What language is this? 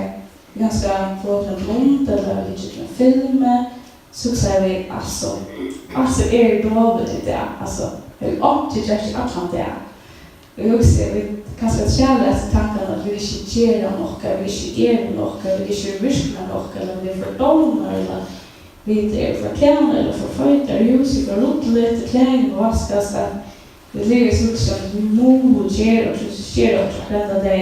Faroese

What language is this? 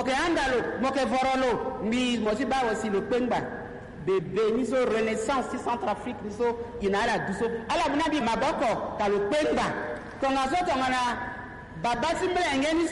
Sango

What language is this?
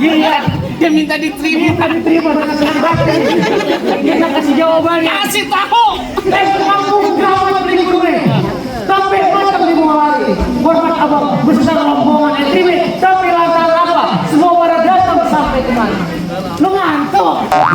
Betawi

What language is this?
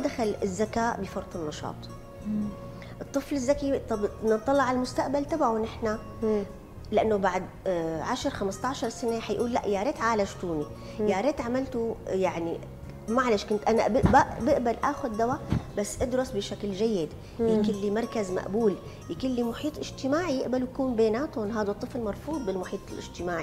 North Levantine Arabic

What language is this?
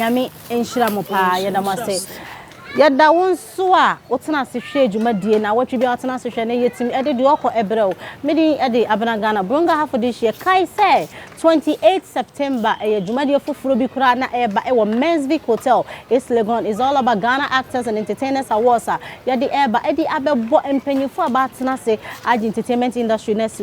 Akan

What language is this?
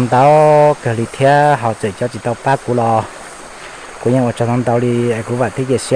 Hmong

